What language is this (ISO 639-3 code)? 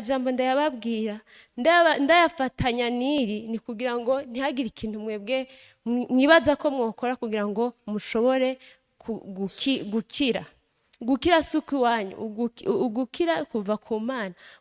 run